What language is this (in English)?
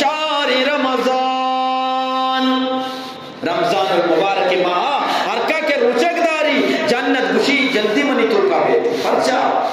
Eastern Balochi